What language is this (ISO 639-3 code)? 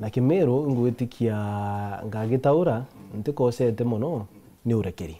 mer